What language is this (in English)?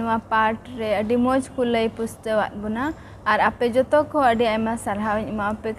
Santali